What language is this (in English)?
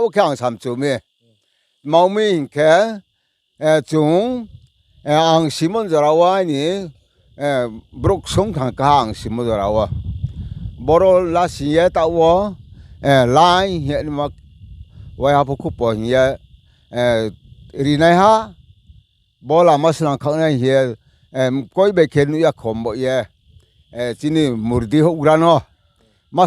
Riang (India)